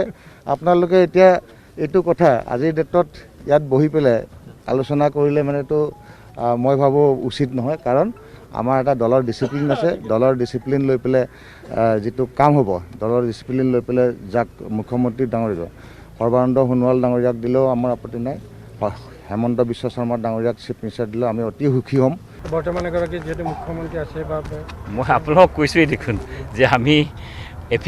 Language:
Assamese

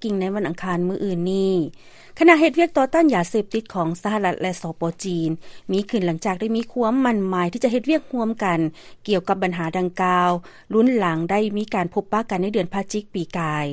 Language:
Lao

